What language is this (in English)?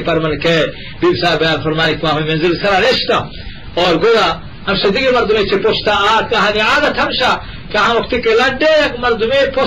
Eastern Balochi